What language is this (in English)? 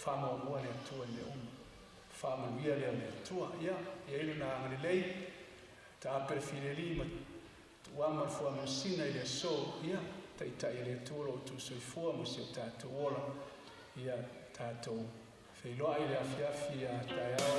Samoan